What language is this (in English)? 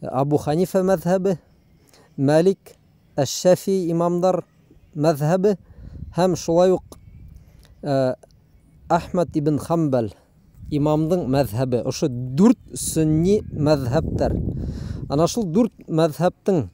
Bashkir